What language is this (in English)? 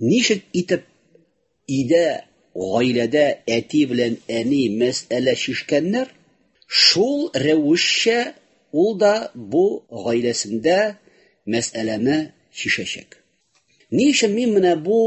Tatar